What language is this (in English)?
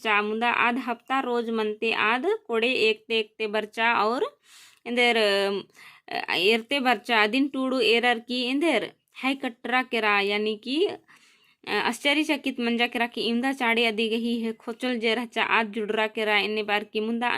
Kurukh